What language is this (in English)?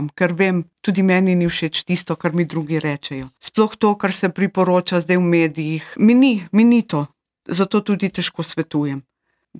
Slovenian